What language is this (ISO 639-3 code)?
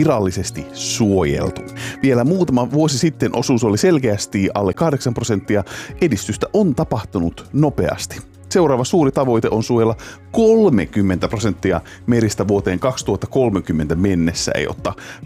fin